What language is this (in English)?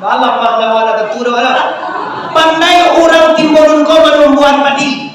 Minangkabau